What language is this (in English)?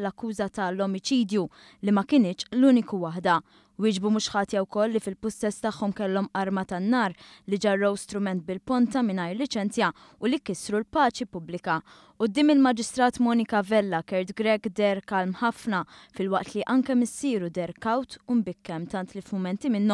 Maltese